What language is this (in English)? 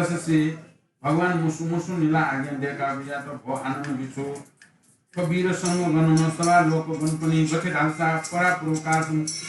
Newari